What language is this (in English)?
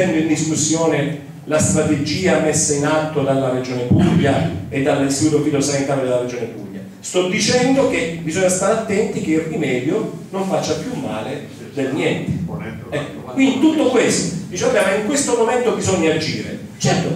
Italian